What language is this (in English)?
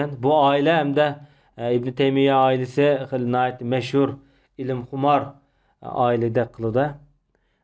Uyghur